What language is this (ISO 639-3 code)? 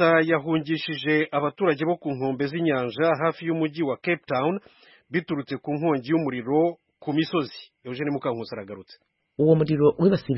kin